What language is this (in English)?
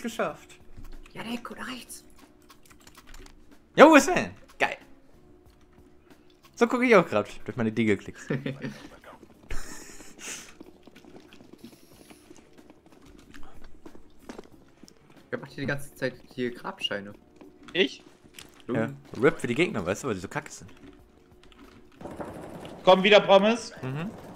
German